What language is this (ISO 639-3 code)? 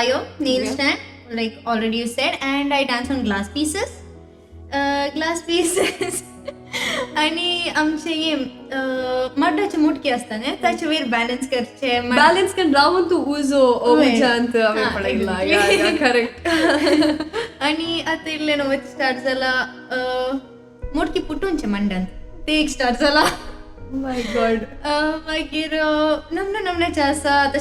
kok